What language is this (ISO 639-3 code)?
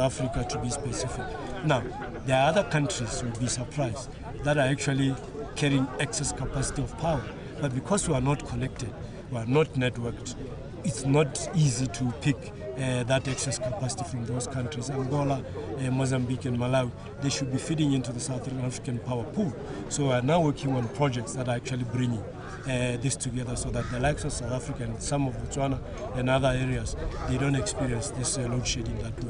tsn